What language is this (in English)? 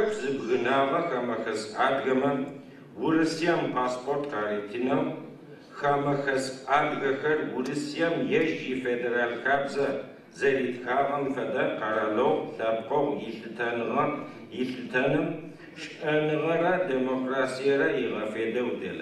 Adyghe